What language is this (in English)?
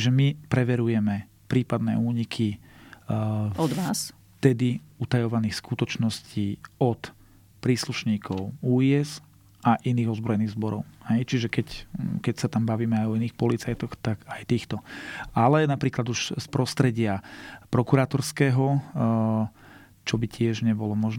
Slovak